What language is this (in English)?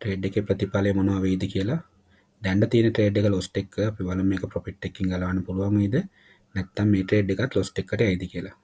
Sinhala